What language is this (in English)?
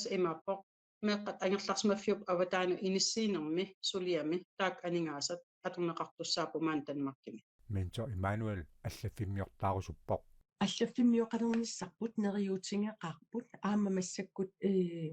Kalaallisut